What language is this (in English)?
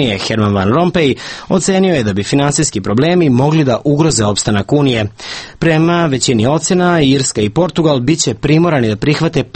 Serbian